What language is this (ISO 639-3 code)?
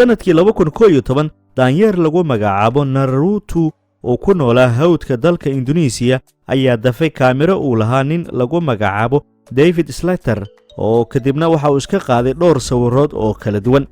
som